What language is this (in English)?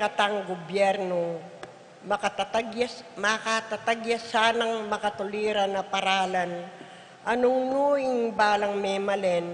Pampanga